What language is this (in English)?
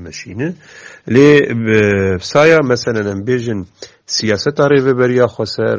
Kurdish